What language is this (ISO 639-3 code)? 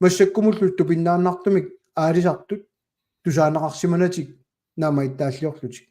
kal